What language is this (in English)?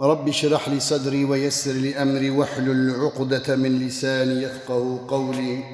Kurdish